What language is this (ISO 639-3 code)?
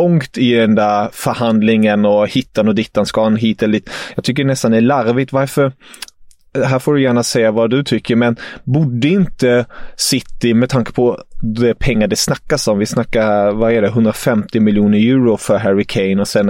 swe